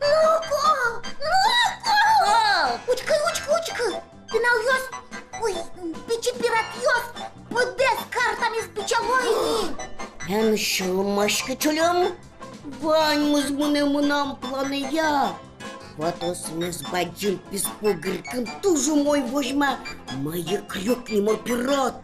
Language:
Udmurt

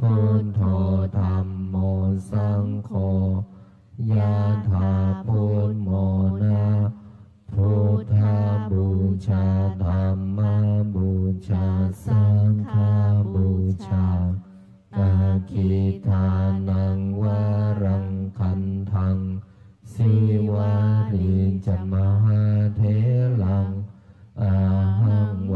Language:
Pali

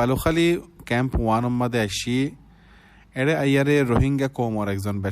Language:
Rohingya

